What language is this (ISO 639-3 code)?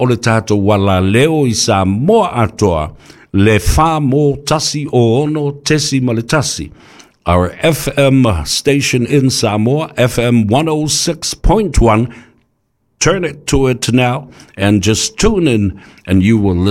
smo